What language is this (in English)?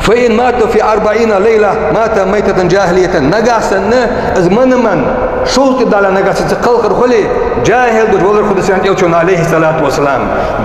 Ingush